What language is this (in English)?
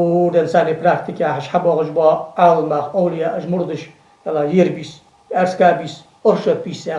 Ingush